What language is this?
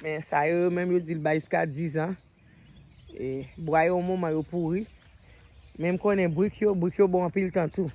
Haitian Creole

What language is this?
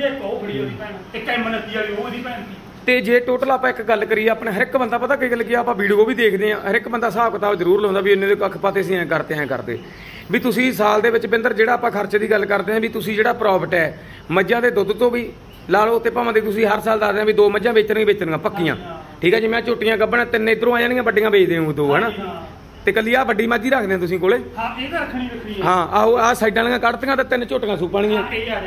Punjabi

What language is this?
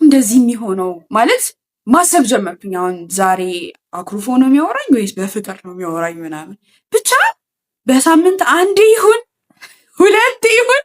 Amharic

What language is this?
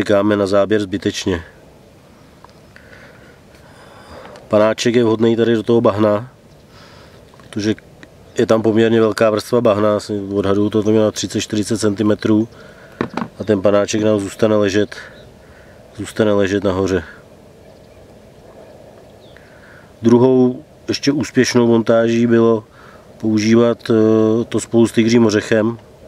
Czech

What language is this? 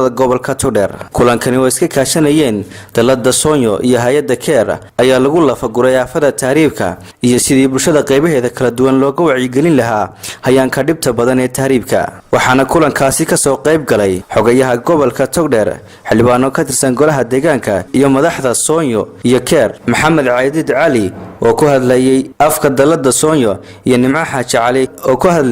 Somali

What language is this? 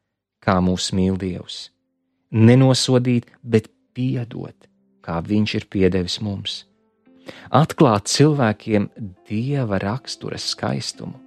Latvian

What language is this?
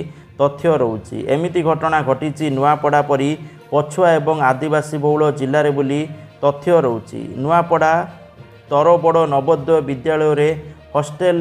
Odia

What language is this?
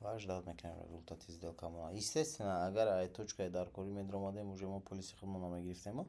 Tajik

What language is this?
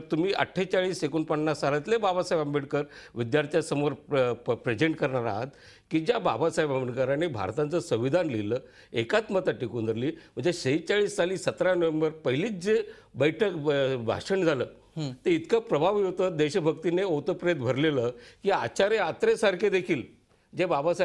Marathi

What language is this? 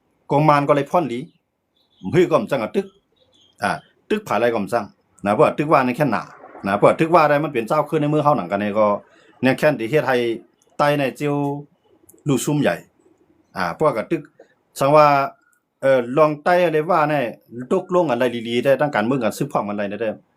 Shan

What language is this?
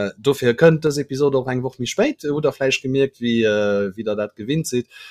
Luxembourgish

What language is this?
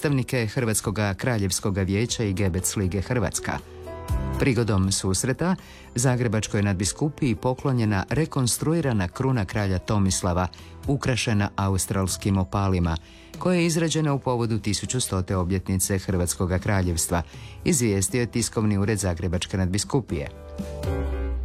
Croatian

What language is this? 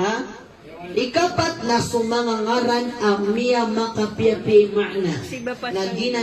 Maranao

